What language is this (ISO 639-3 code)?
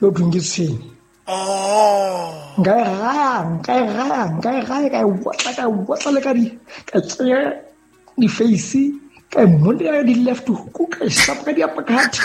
sot